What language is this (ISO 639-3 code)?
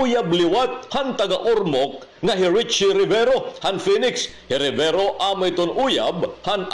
war